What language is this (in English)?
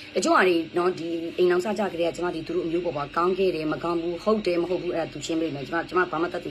Burmese